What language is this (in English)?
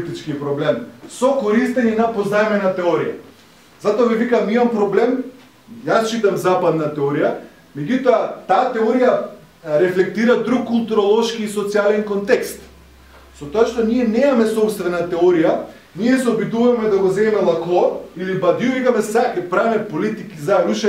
Macedonian